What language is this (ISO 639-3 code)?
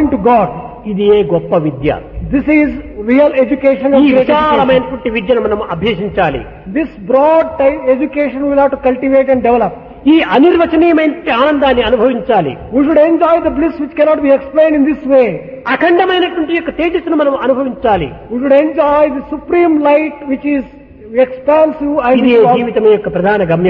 tel